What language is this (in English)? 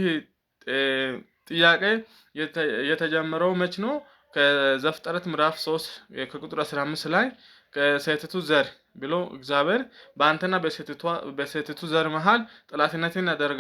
Amharic